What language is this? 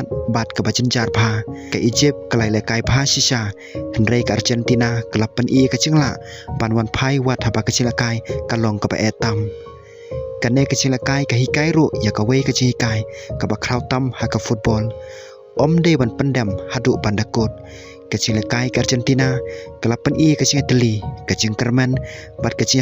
Khasi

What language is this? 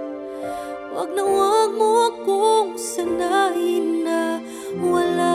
Filipino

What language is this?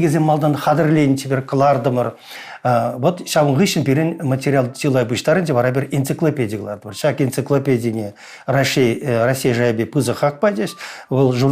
Chuvash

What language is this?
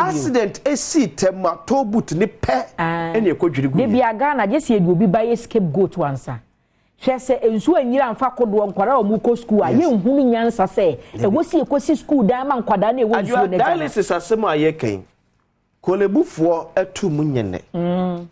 Akan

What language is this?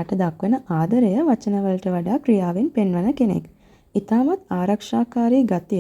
Sinhala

